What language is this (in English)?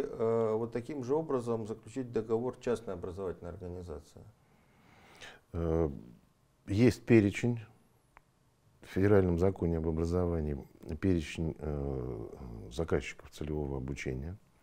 Russian